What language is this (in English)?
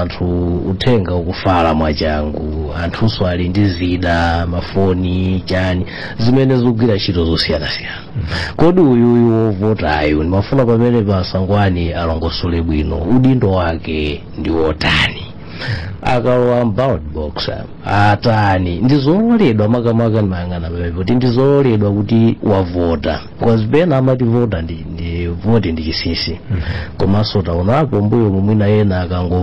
Nyanja